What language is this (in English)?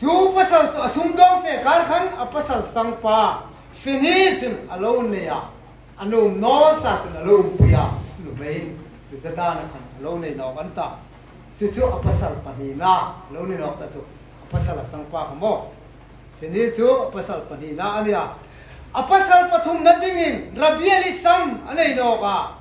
Hmar